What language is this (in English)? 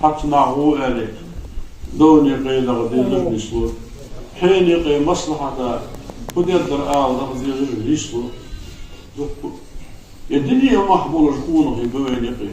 Ingush